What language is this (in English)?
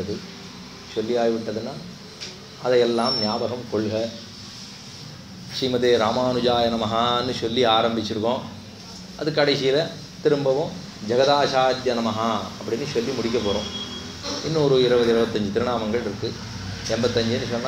Tamil